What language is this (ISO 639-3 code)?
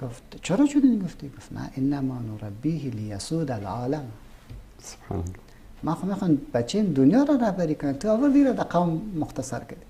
fas